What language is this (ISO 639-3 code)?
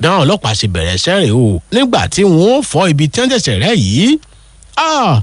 yor